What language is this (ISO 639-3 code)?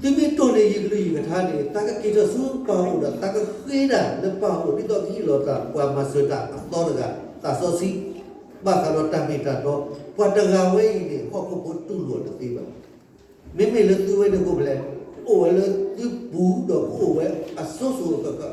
ksw